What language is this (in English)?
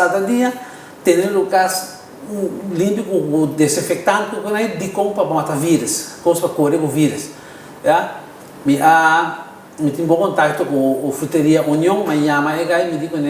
Papiamento